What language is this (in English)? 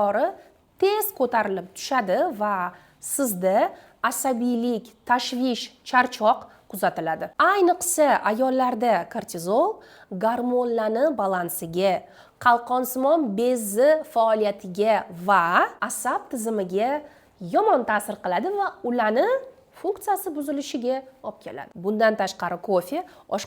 Uzbek